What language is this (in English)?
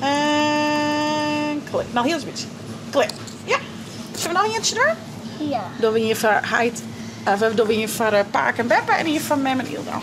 Western Frisian